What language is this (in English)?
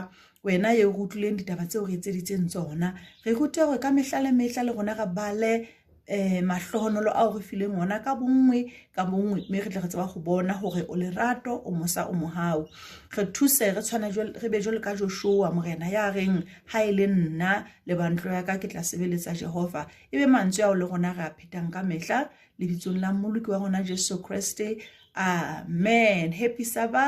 Southern Sotho